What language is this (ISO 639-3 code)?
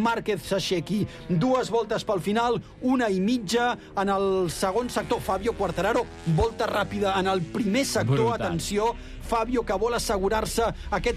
cat